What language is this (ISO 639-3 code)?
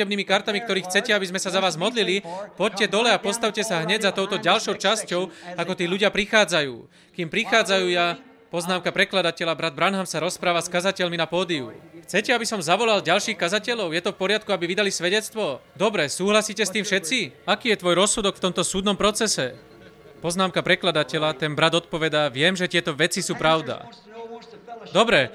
slk